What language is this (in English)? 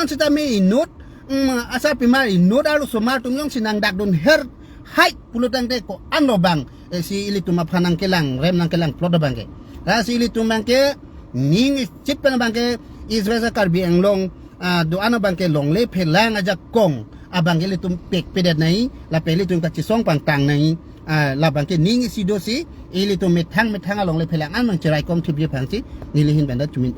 Karbi